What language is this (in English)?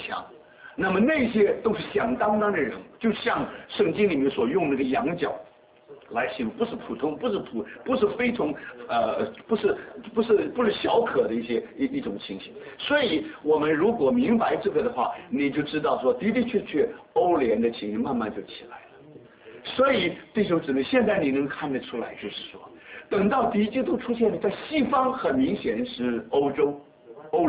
Chinese